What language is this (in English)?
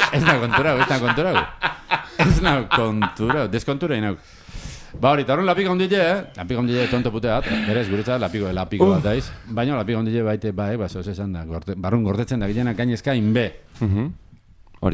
Basque